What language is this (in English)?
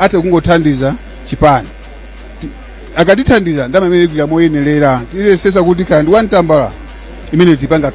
Nyanja